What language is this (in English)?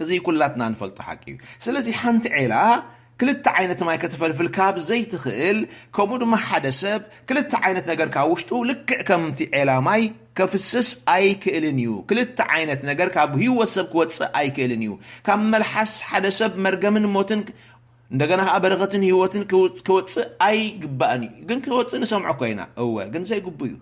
Tigrinya